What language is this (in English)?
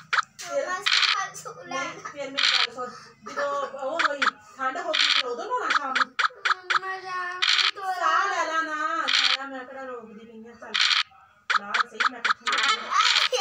Punjabi